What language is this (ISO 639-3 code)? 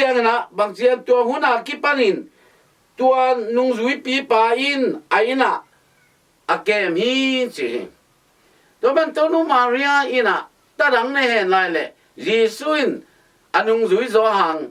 ctd